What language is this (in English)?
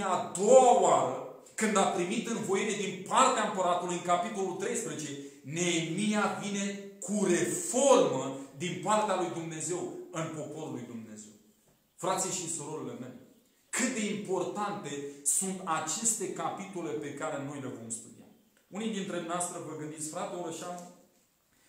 Romanian